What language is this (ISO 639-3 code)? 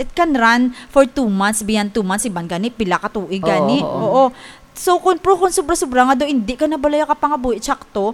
hil